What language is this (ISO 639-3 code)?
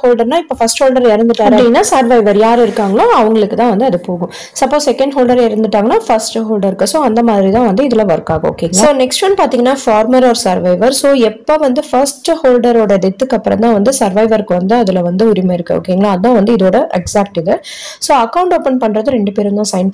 tam